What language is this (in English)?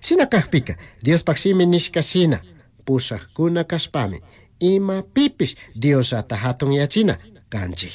Chimborazo Highland Quichua